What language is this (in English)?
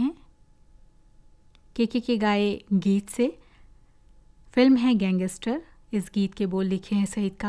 Hindi